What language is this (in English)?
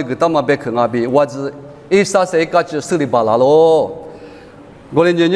Lisu